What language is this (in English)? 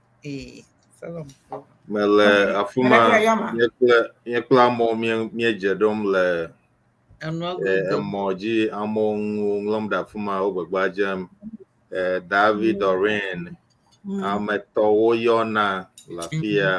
Ewe